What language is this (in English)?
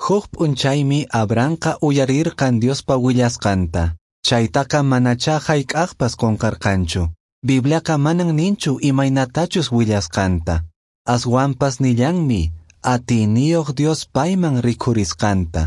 Quechua